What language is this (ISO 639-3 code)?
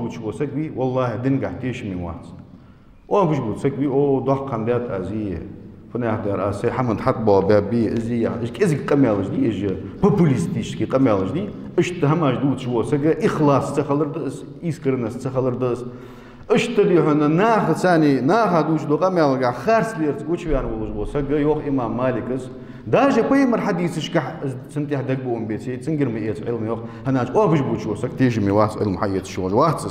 inh